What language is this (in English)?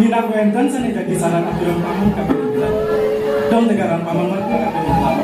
Balinese